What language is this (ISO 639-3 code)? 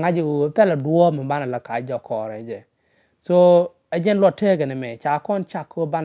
nus